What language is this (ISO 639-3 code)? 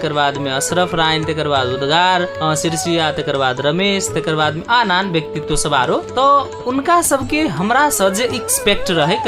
mai